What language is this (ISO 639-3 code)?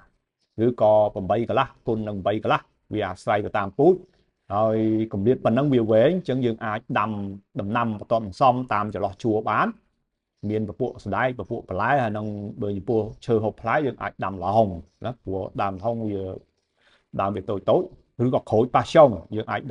khm